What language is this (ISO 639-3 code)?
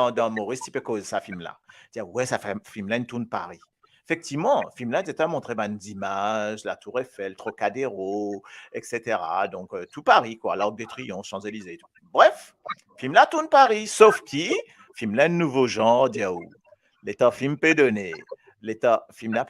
mfe